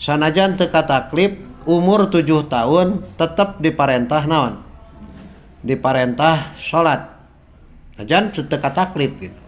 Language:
Sundanese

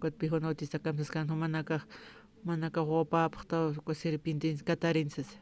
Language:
Aymara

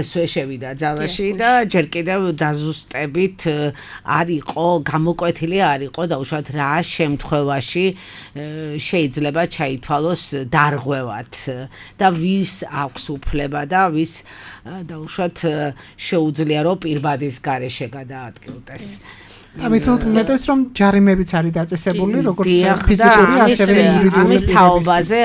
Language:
Georgian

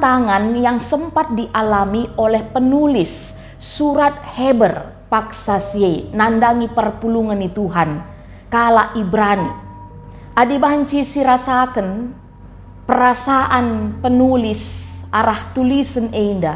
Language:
Batak Karo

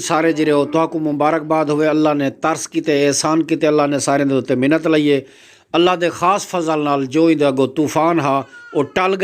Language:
Saraiki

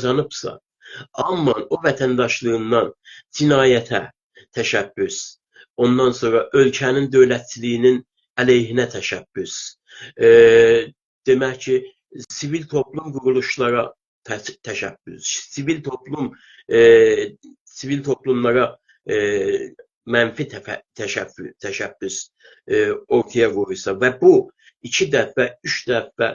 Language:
South Azerbaijani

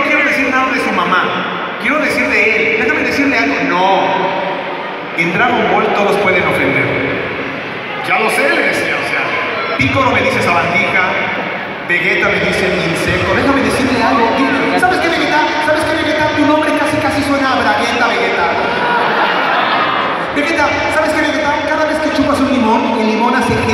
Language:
Spanish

